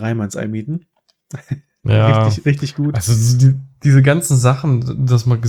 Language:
German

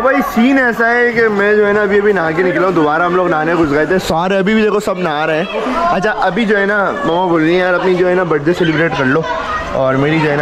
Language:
Hindi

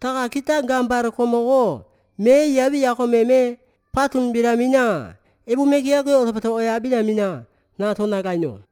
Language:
Basque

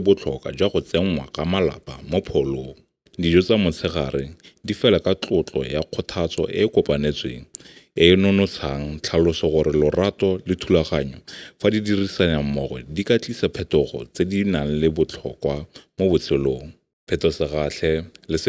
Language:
Tswana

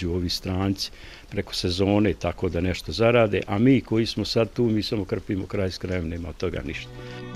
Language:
Bosnian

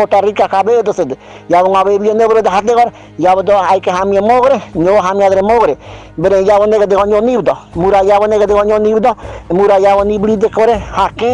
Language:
Ngäbere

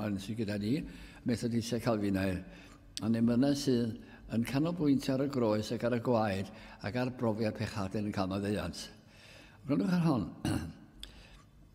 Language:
Welsh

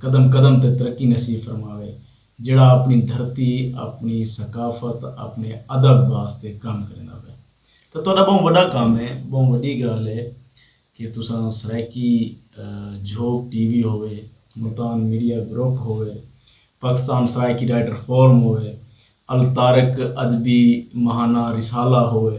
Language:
Saraiki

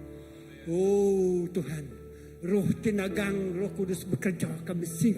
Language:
Iban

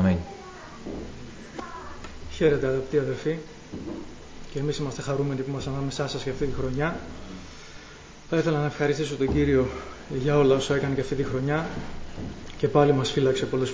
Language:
Greek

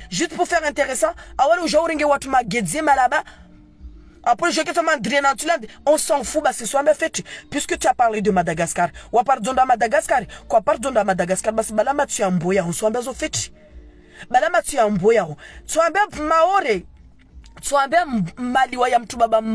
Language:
French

